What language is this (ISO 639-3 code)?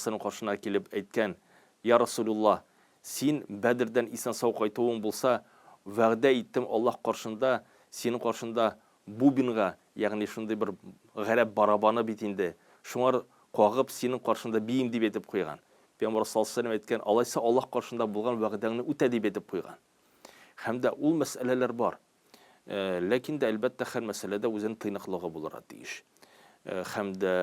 tat